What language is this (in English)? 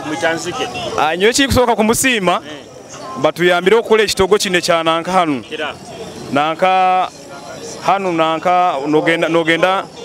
Nyoro